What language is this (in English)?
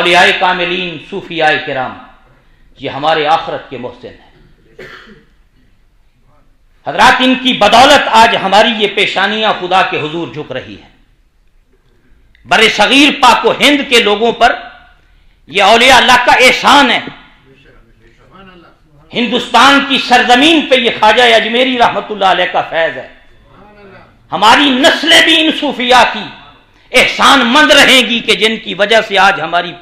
Urdu